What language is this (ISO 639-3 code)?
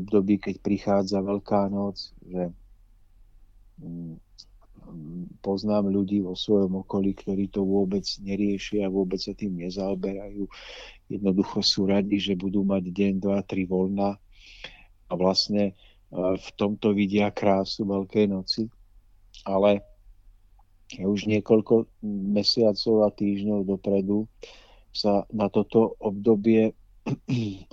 slk